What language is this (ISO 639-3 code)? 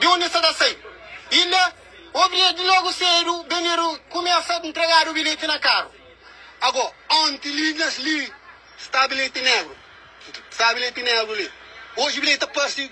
kea